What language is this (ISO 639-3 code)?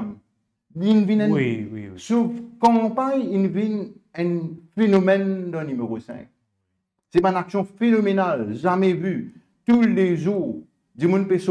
mfe